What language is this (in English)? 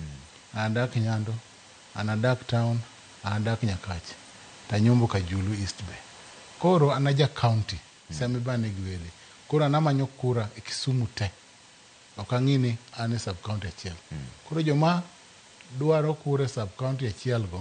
Luo (Kenya and Tanzania)